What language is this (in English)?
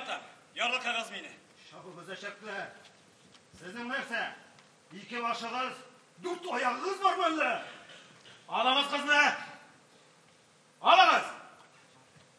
Tatar